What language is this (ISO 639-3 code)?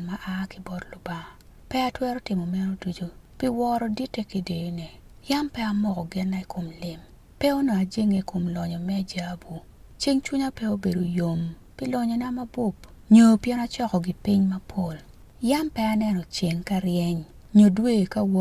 ach